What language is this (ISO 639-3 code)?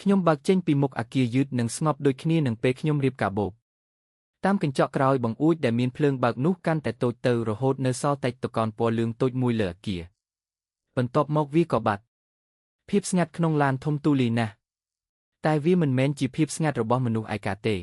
khm